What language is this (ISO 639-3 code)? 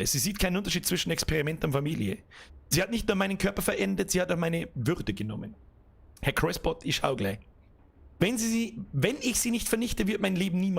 bar